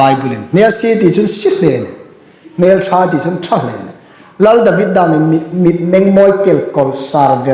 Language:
Hmar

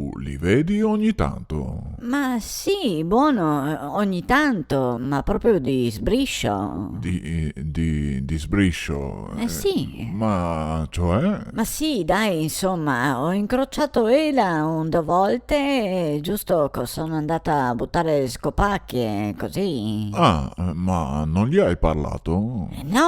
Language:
Venetian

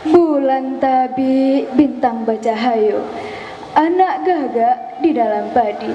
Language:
Minangkabau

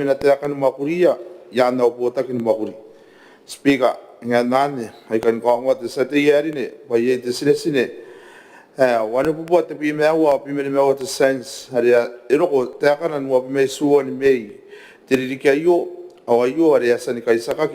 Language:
Gilbertese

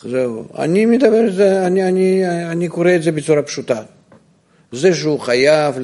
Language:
Hebrew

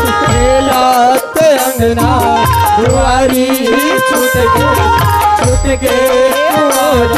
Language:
Chhattisgarhi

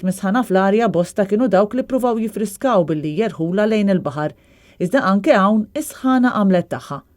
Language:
Maltese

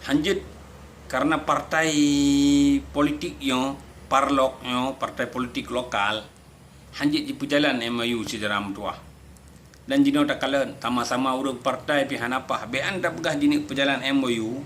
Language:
Achinese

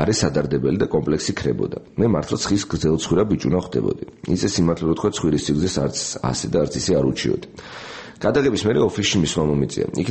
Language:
Georgian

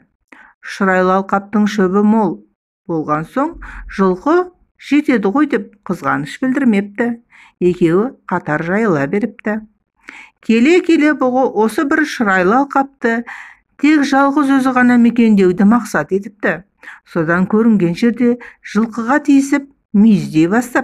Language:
Kazakh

